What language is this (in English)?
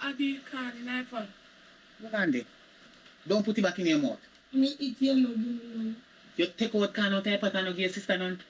Jamaican Creole English